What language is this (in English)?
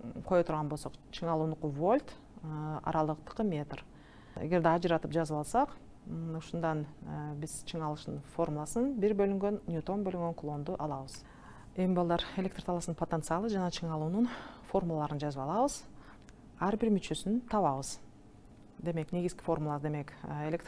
Kyrgyz